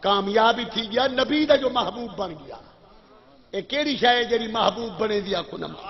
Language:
Saraiki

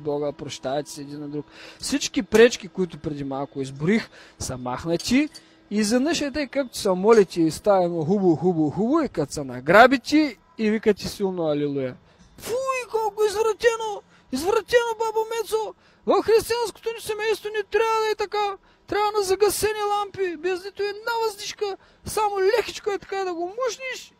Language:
Bulgarian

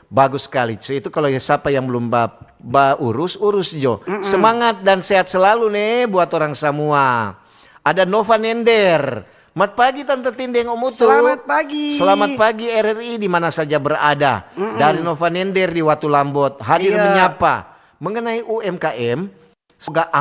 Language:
Manado Malay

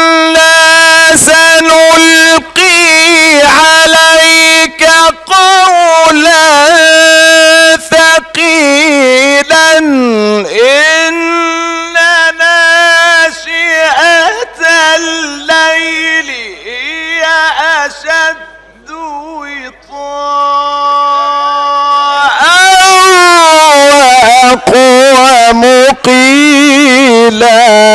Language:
Arabic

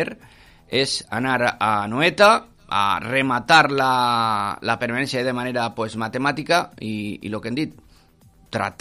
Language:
Catalan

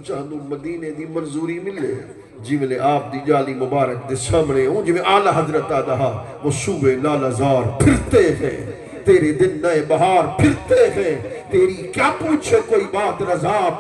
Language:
Saraiki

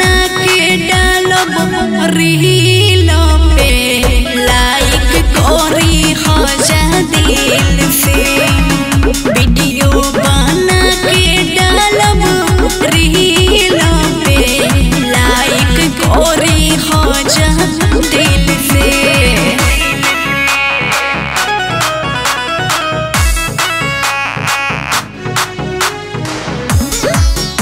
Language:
Bhojpuri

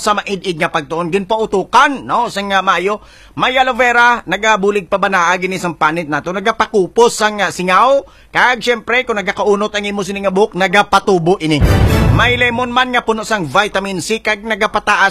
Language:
Hiligaynon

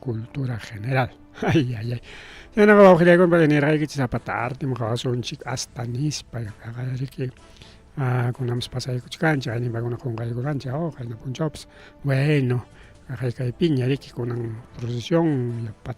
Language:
Ayacucho Quechua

